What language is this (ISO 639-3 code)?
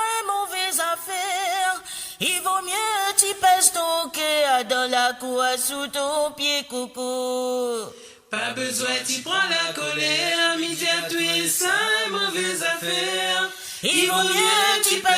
mfe